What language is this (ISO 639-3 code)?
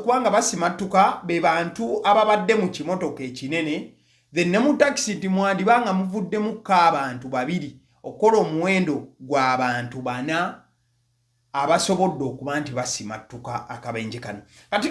lug